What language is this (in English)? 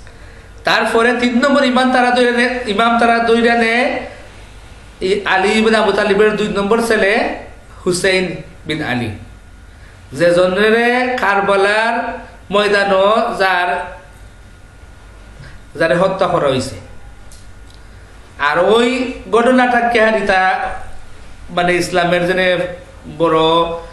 Bangla